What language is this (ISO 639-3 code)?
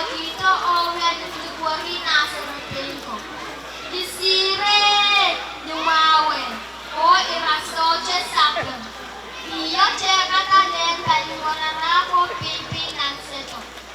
pon